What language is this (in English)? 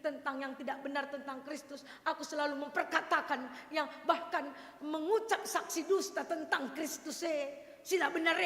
Batak Karo